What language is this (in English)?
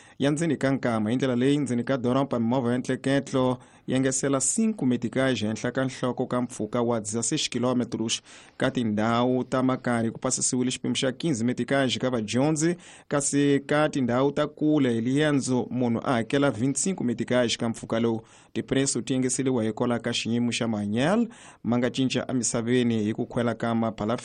Tsonga